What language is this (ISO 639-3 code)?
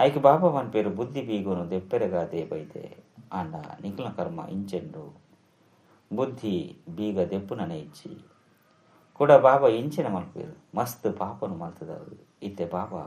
tcy